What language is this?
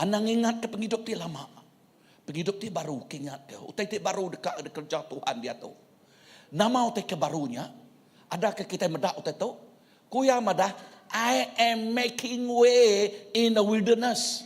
Iban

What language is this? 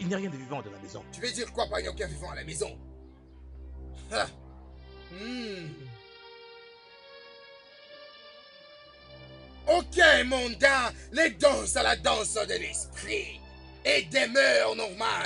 French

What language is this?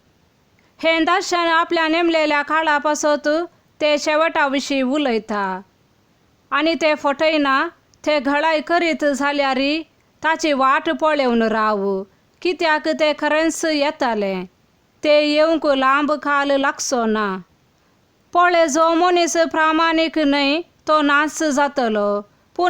Konkani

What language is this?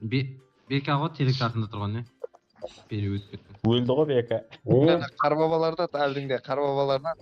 Kara-Kalpak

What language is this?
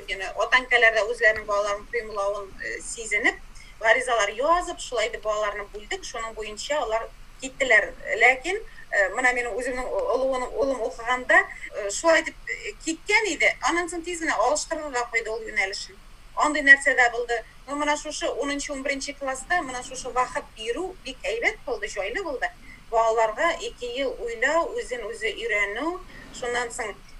Tatar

